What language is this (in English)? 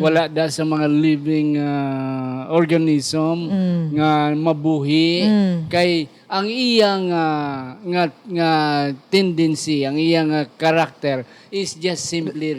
Hiligaynon